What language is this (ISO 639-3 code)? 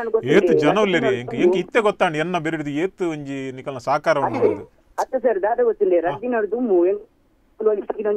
tcy